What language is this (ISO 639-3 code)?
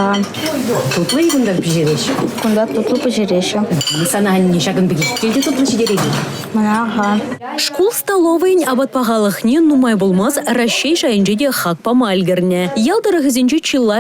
chv